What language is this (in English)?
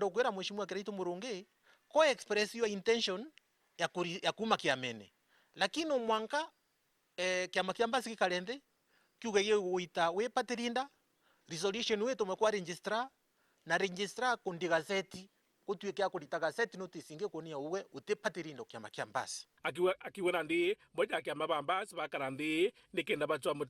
Meru